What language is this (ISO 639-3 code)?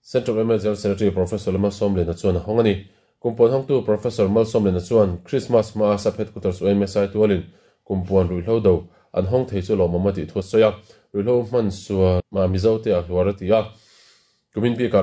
lus